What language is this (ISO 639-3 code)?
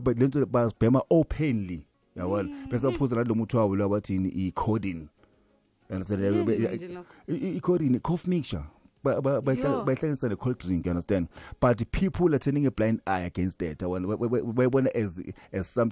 nbl